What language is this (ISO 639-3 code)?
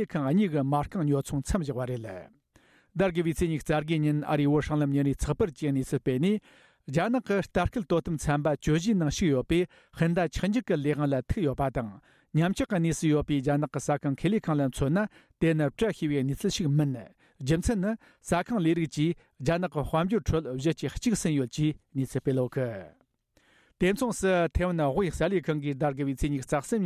bod